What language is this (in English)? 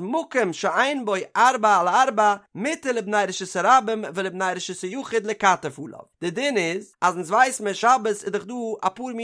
Yiddish